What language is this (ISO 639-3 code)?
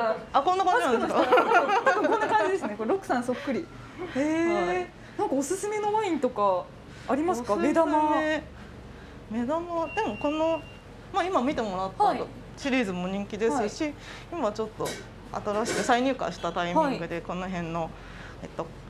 jpn